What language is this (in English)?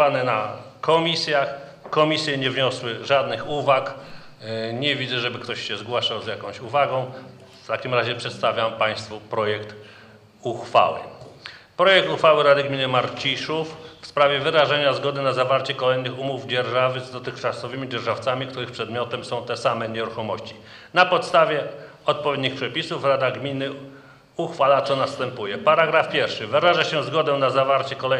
Polish